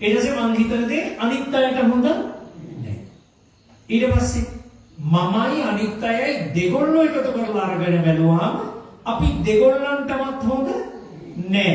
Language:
Sinhala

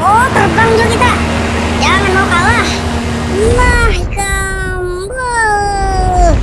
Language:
Banjar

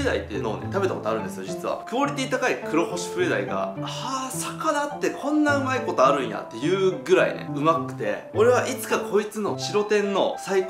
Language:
Japanese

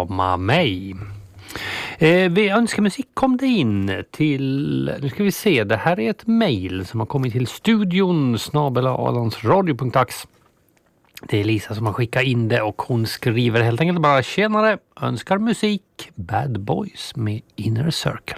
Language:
Swedish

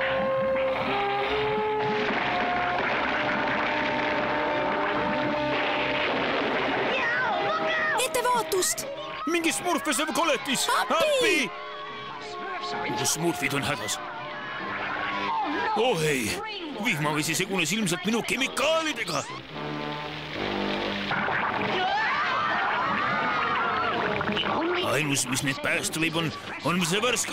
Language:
Estonian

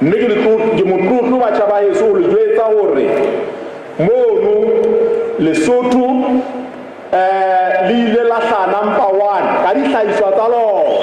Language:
Southern Sotho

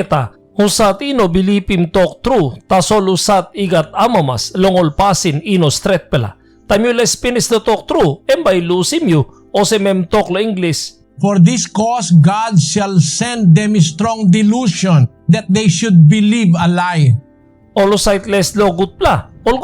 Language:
Tok Pisin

